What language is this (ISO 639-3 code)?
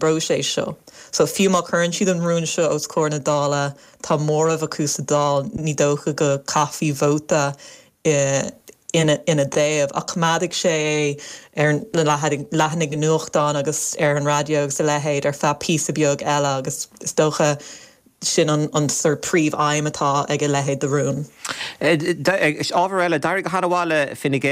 gle